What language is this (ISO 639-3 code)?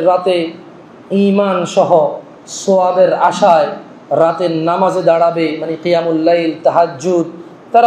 ben